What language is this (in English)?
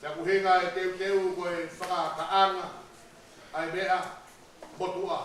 Tongan